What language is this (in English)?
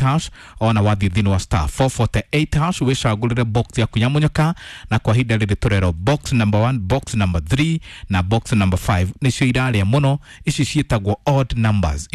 Kikuyu